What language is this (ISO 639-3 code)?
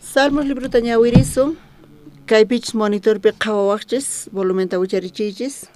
quh